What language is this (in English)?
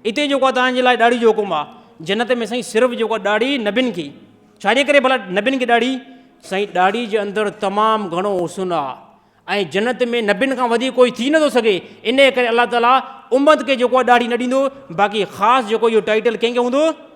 Sindhi